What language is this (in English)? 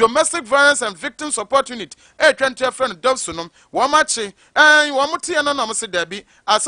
Akan